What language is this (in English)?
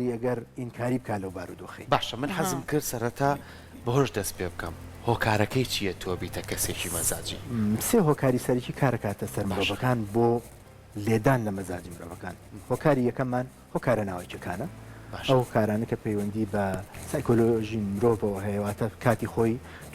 Central Kurdish